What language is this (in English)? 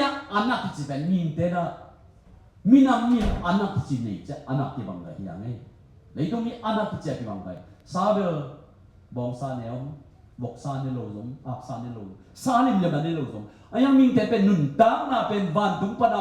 Tedim Chin